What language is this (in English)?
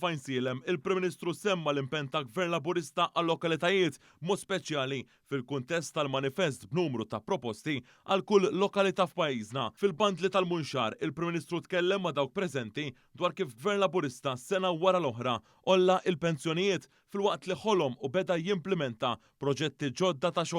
Maltese